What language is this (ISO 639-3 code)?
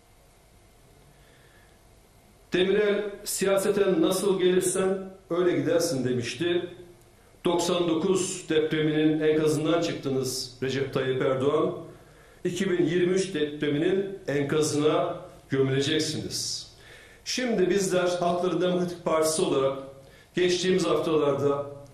tur